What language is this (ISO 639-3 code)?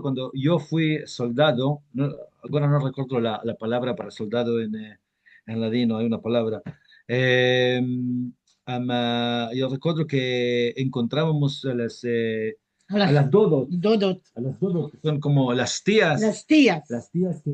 lad